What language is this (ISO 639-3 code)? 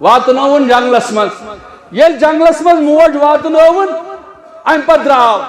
kas